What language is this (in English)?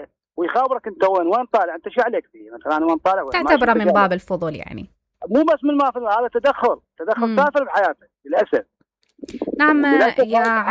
Mesopotamian Arabic